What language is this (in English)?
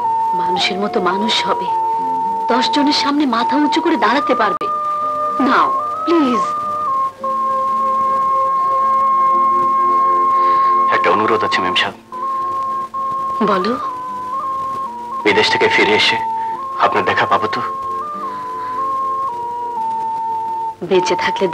Bangla